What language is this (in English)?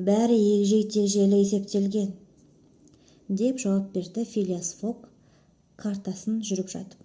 Kazakh